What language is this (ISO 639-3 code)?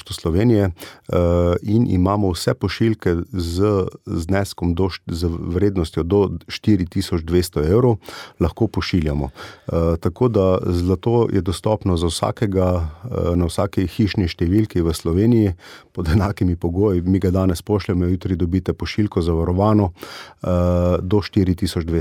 slv